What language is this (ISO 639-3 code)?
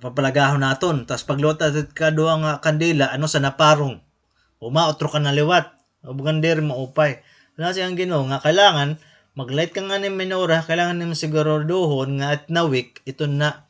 war